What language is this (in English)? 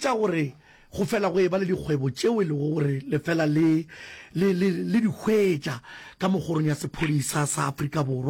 Northern Sotho